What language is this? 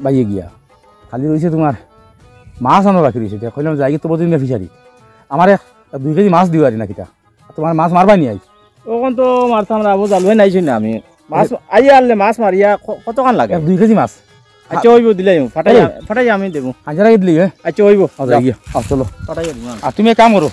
Sylheti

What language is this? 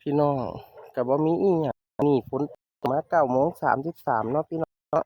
Northeastern Thai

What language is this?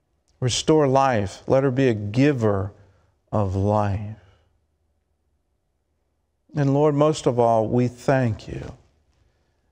English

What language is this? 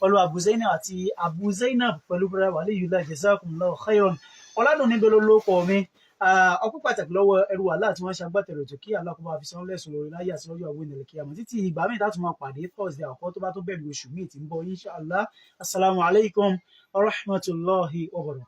Yoruba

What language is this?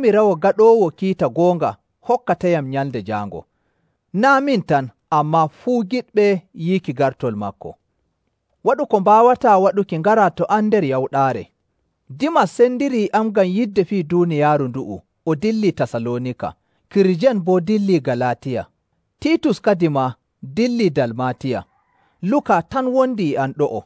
Nigerian Fulfulde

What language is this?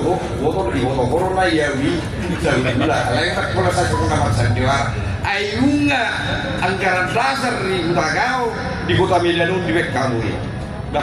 Batak Toba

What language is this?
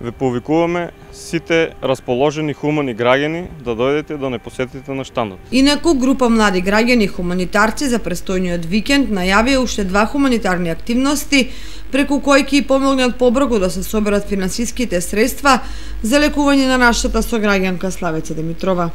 Macedonian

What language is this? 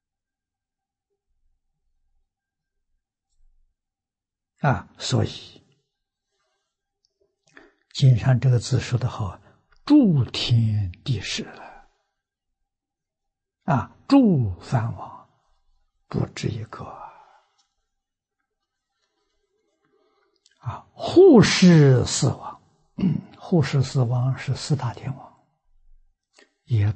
Chinese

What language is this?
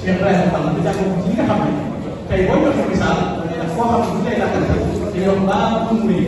Wolof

